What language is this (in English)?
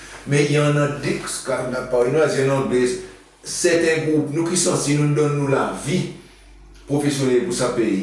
Seselwa Creole French